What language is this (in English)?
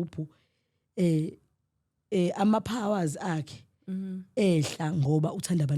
Zulu